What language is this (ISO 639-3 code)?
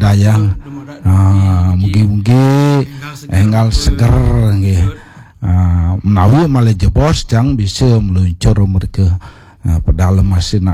ban